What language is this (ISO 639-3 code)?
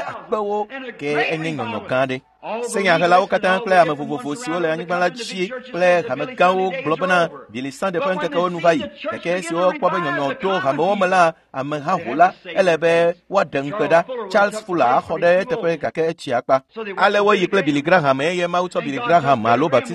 ewe